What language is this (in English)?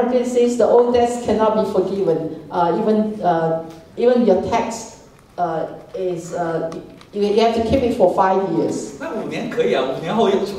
Chinese